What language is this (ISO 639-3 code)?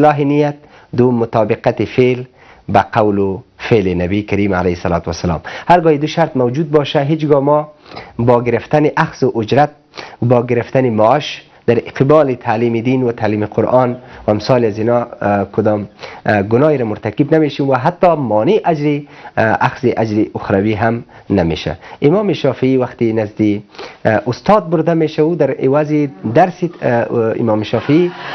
fas